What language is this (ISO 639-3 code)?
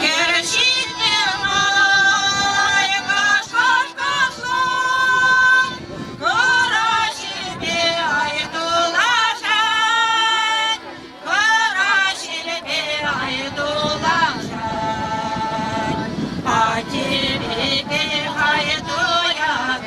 chv